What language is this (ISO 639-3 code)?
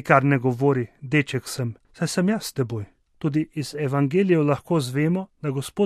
slv